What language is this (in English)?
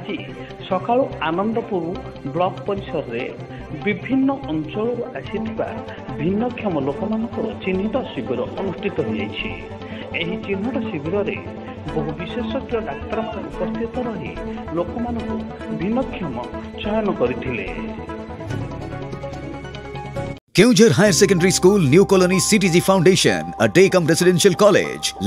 Odia